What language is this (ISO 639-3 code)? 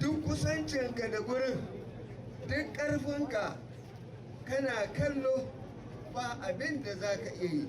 hau